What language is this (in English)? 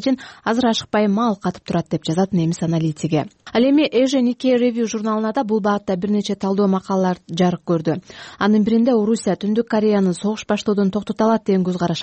Kyrgyz